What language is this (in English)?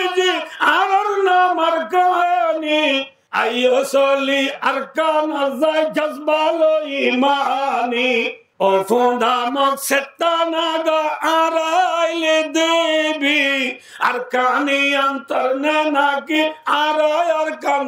Rohingya